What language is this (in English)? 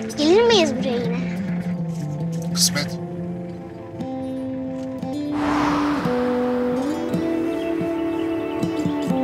Turkish